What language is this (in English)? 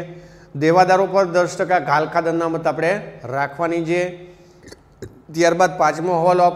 Gujarati